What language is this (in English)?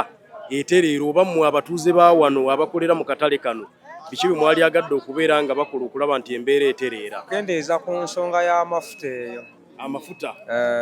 Ganda